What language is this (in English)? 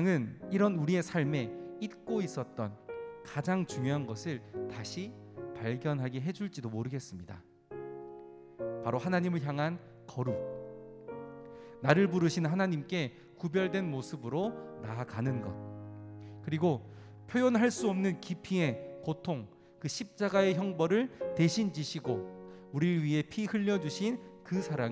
Korean